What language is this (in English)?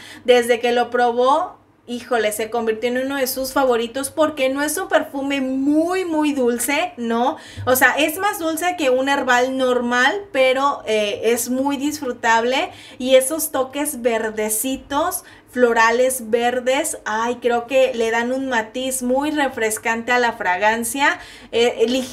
Spanish